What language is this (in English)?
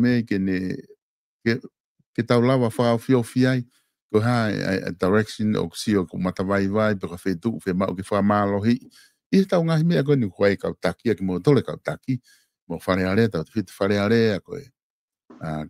Tongan